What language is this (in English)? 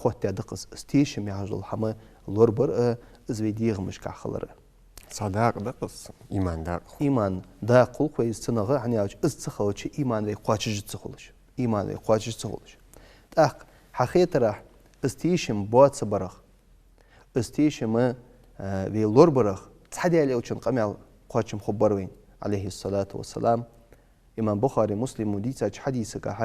Ingush